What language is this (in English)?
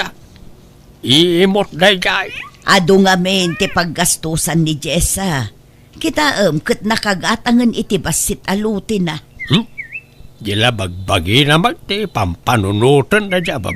Iloko